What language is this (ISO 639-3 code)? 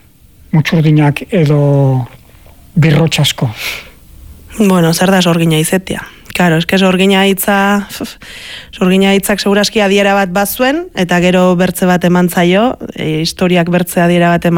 eus